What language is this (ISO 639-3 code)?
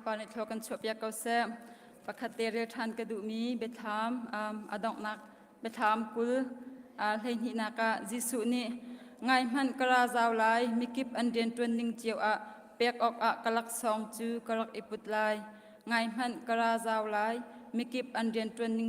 cnh